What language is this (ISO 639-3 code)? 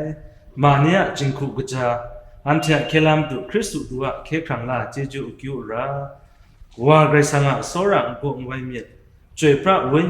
kac